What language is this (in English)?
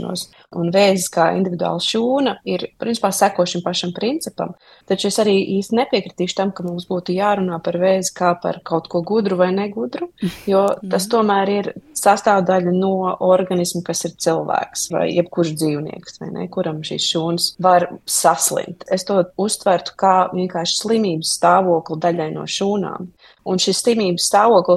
Latvian